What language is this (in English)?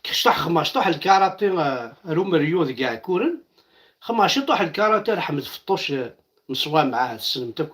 Kabyle